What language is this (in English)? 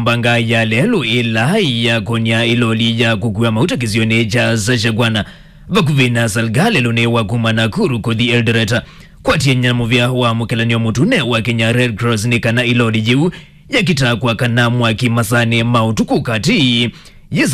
Kamba